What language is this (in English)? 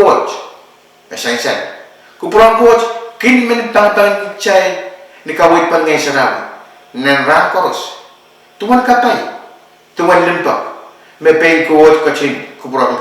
Pohnpeian